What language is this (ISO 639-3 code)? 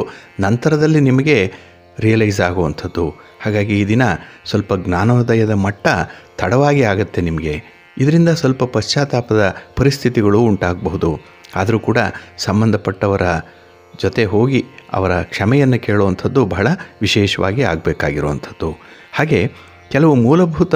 kan